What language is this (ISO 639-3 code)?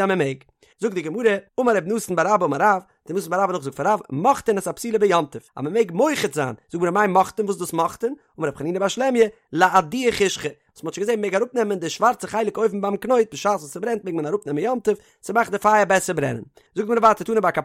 yid